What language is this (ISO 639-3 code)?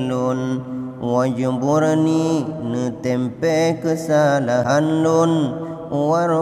ace